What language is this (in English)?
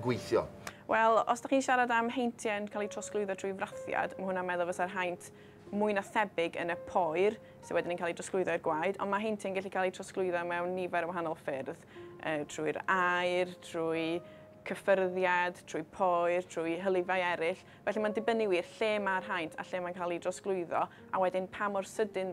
Welsh